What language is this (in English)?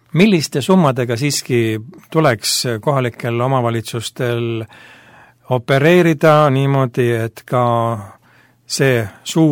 Estonian